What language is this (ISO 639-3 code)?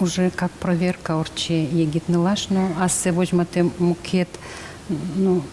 udm